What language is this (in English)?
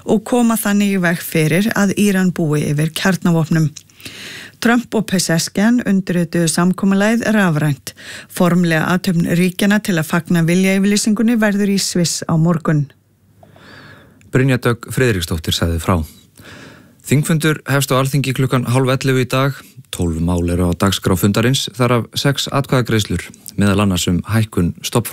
Icelandic